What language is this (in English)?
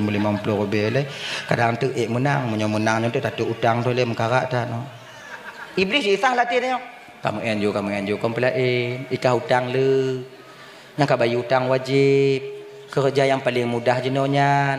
Achinese